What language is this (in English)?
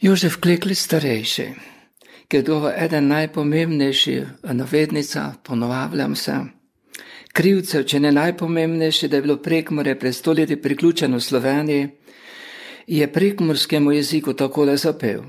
Slovenian